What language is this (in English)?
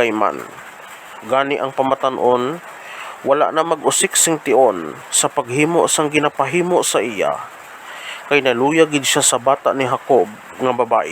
Hiligaynon